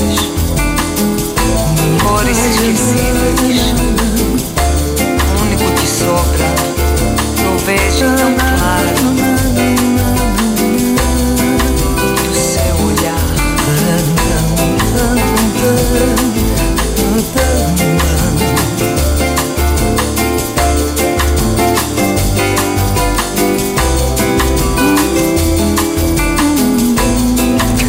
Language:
Greek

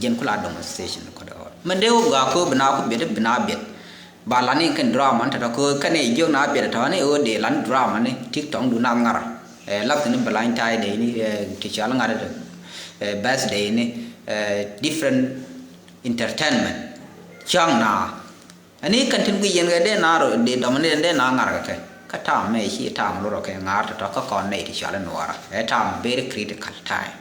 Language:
Nuer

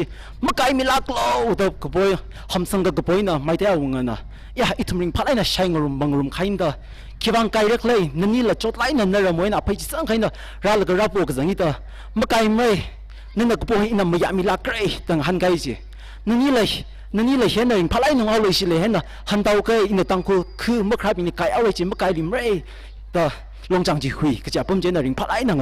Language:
Tangkhul Naga (India)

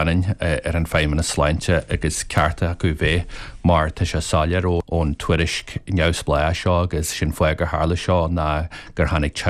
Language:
Irish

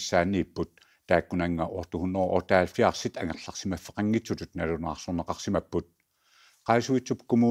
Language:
Kalaallisut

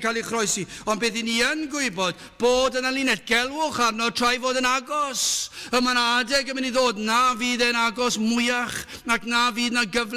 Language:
Welsh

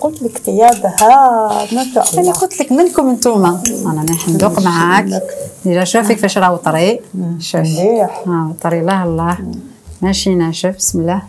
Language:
Algerian Arabic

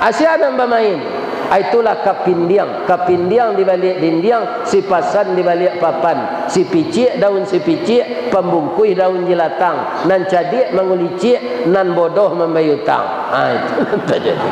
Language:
Minangkabau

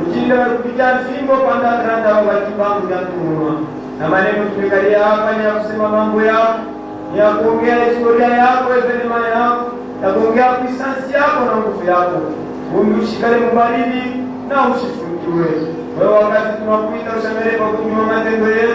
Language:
Swahili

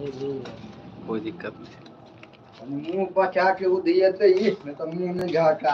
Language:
Maithili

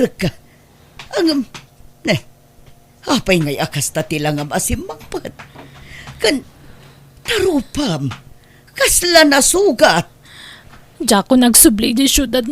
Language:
Iloko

